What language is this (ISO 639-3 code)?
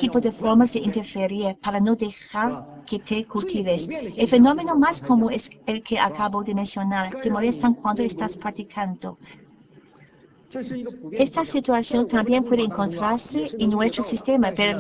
spa